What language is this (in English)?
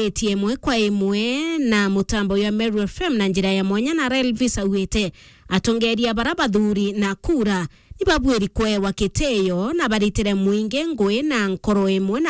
Meru